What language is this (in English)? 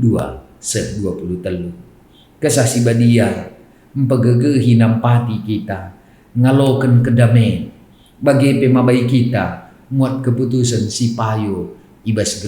Batak Karo